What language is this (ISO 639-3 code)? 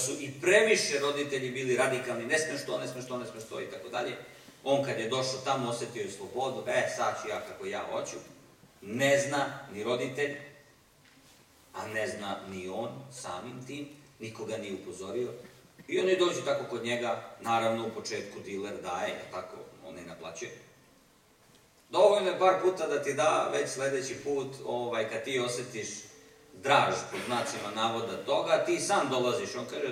srp